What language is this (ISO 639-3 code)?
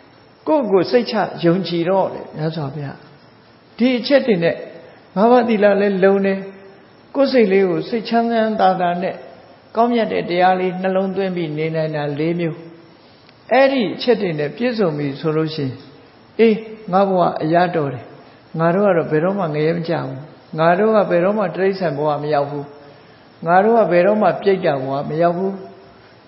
mya